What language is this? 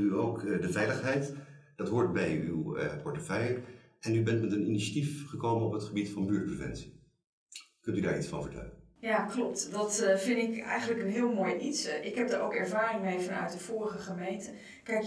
Dutch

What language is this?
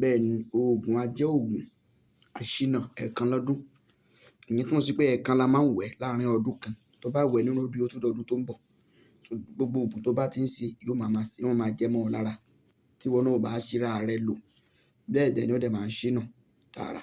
Yoruba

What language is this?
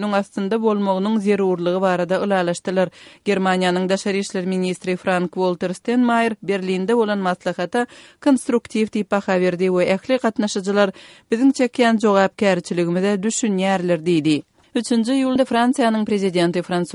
Kyrgyz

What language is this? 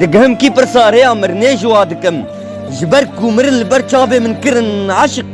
Kurdish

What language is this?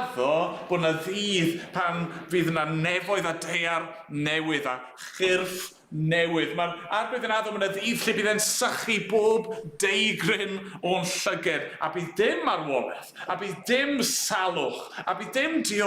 Welsh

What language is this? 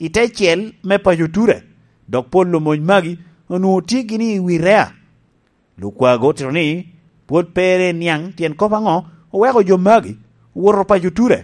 Lango (Uganda)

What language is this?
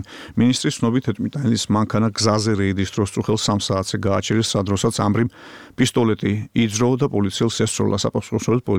Georgian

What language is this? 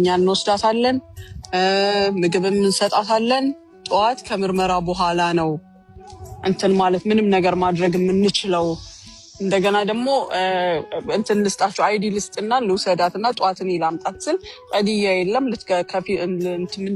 Amharic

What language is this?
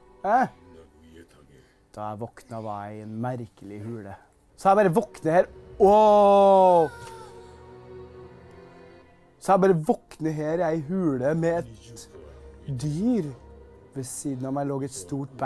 Norwegian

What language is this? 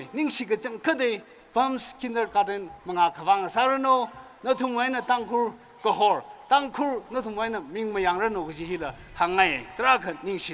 Tangkhul Naga (India)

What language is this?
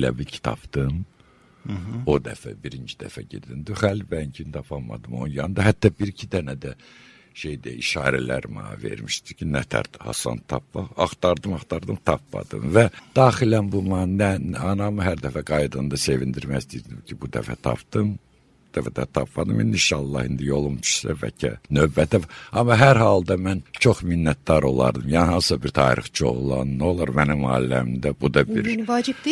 Azerbaijani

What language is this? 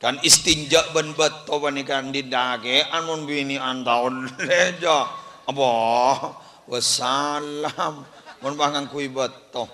Madurese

